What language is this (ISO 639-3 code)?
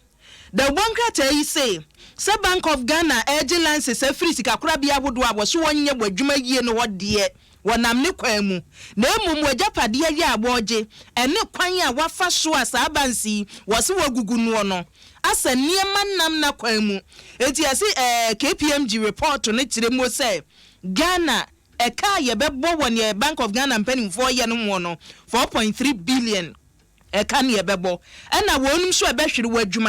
aka